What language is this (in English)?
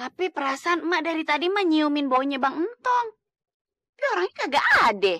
Betawi